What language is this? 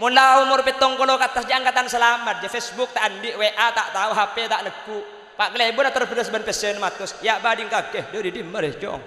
Madurese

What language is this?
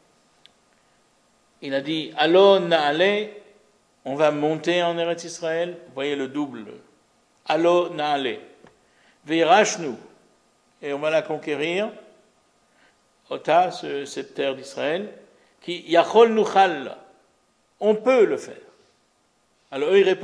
French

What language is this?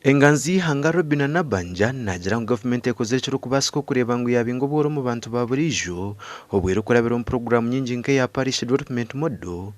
Nyankole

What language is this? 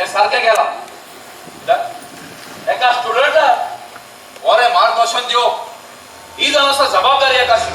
Konkani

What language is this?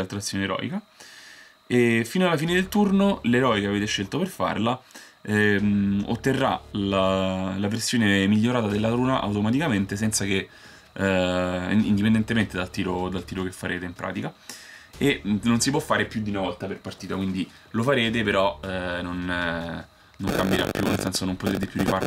Italian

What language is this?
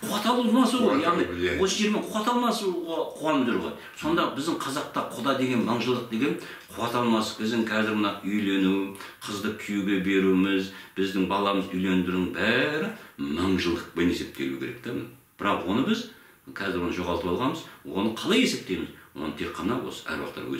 Kazakh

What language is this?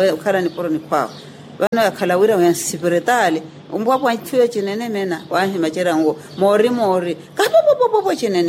Makhuwa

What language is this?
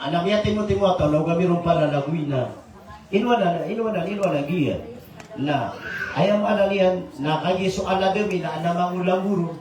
Maranao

